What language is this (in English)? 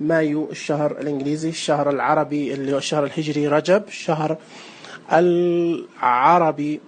Najdi Arabic